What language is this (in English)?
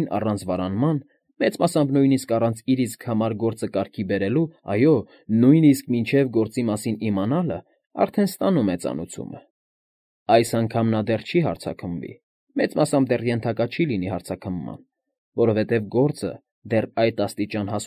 Armenian